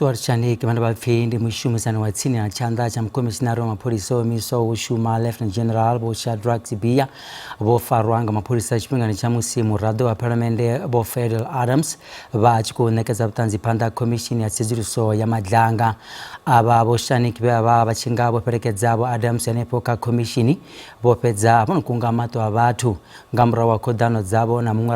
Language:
Venda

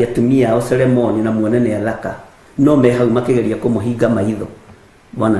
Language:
Kikuyu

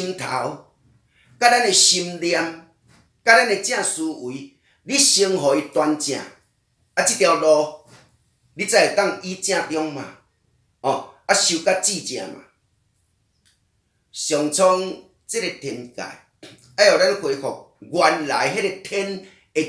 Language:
Min Nan Chinese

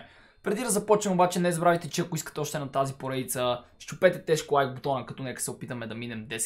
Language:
Bulgarian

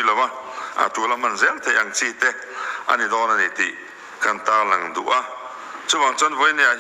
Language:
Mizo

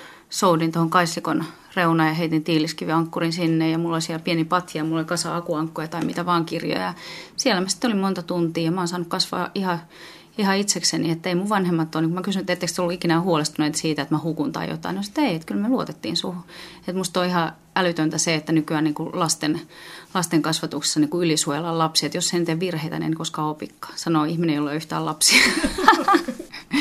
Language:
Finnish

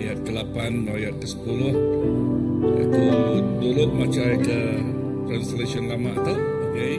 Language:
Iban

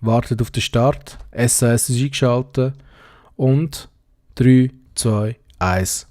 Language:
Swiss German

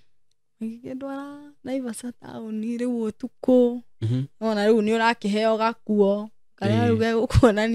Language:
Kikuyu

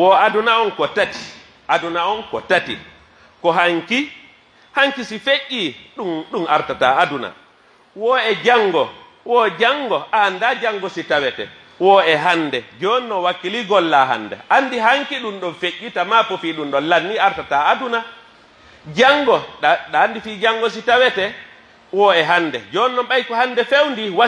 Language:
Pular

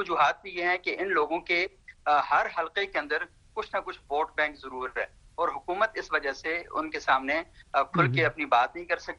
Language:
Urdu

